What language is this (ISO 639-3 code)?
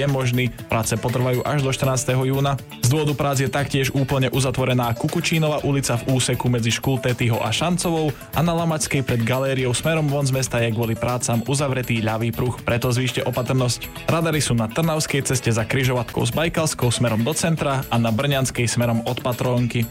slk